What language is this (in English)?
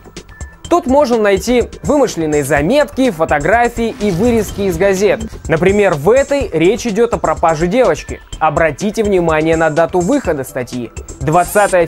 Russian